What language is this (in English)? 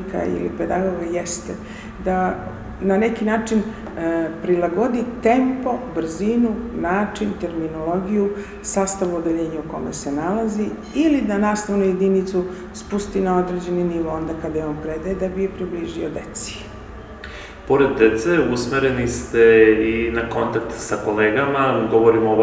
Serbian